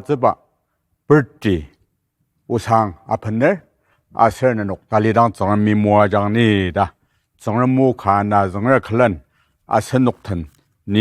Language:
Ao Naga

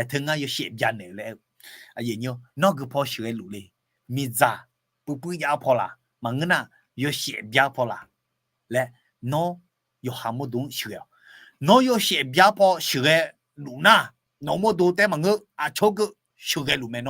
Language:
Akha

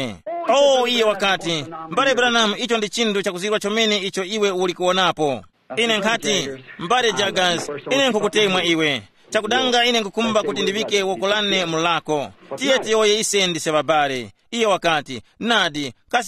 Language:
Tumbuka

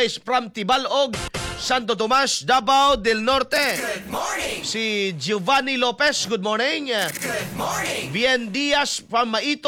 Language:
Cebuano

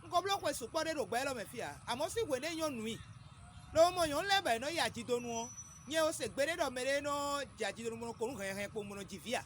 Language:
Fon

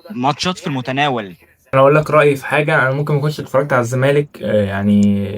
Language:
Egyptian Arabic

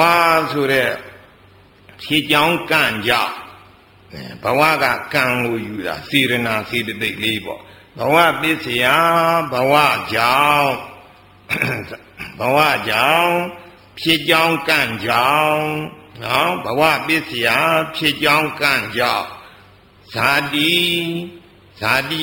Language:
Burmese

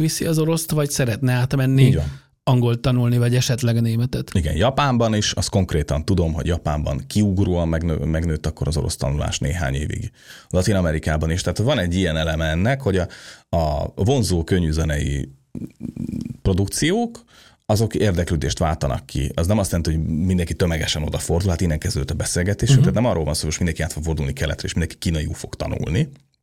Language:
Hungarian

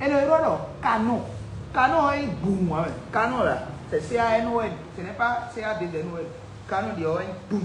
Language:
Fon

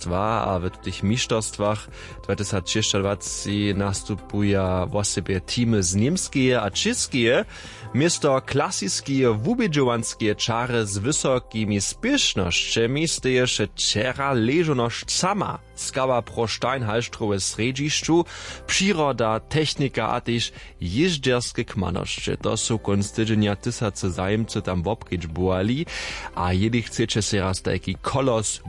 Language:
Upper Sorbian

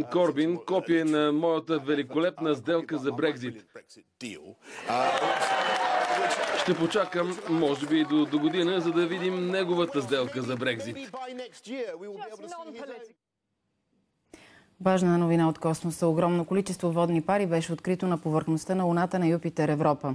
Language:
Bulgarian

